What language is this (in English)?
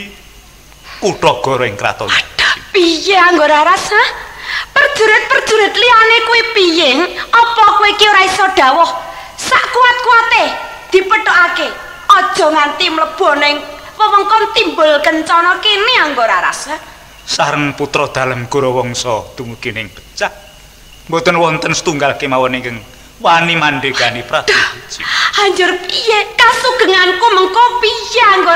Javanese